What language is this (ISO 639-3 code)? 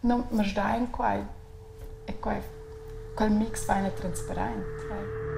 roh